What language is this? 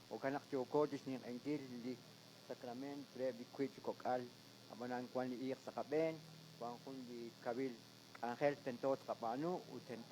Kekchí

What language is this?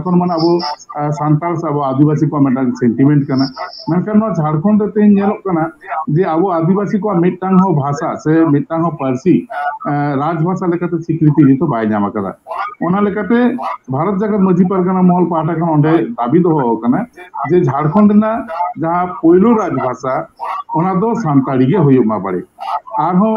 Santali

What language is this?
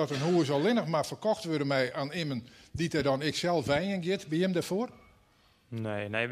Western Frisian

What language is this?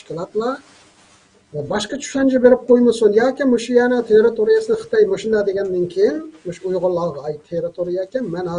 Uyghur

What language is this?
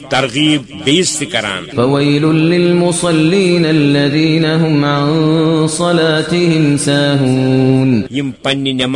Kashmiri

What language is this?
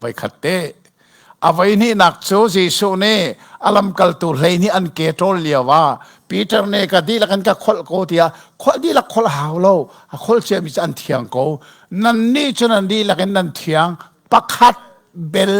Hakha Chin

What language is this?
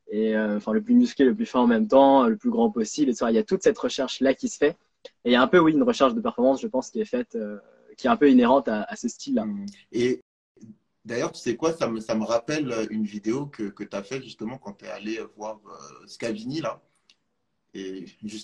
French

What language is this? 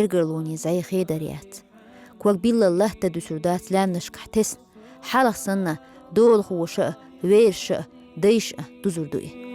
Chechen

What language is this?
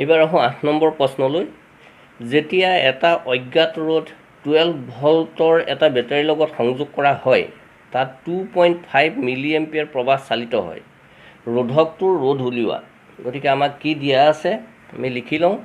Assamese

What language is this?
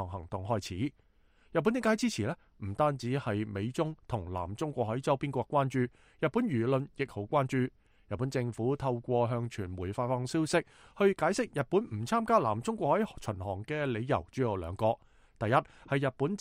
Cantonese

